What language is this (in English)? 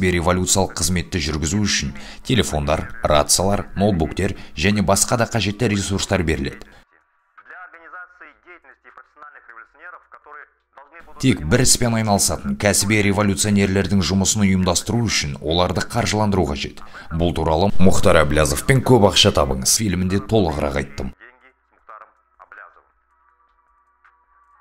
Kazakh